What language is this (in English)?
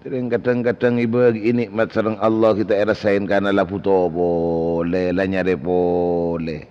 Madurese